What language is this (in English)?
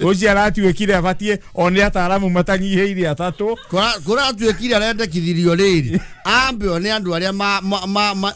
Kikuyu